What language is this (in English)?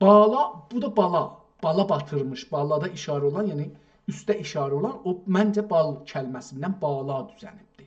South Azerbaijani